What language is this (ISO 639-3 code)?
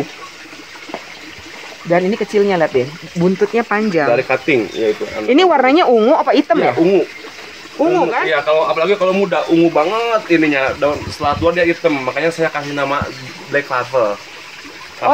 ind